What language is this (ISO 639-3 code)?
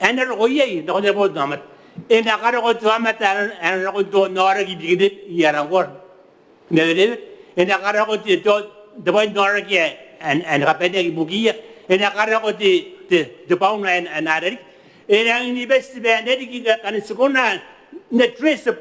gil